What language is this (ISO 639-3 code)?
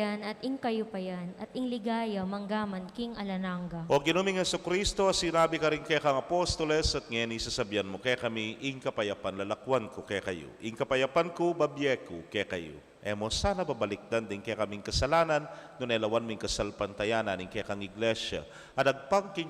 pam